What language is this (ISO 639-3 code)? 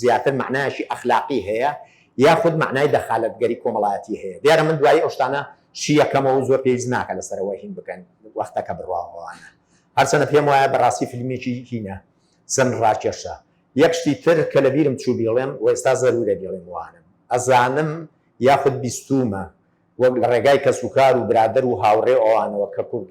ckb